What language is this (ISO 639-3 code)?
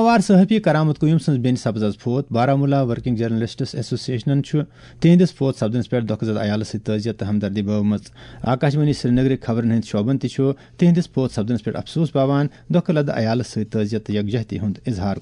kas